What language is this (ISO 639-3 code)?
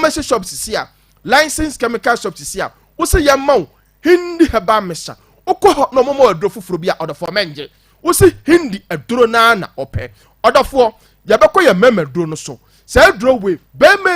aka